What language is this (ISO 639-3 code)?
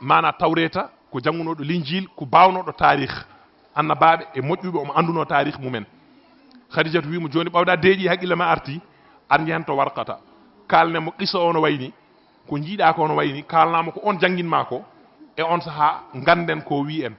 ful